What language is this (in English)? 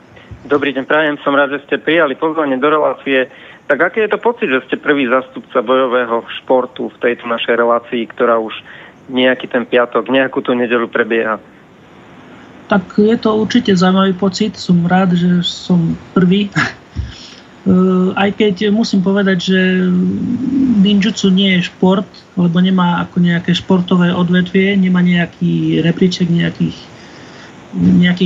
Slovak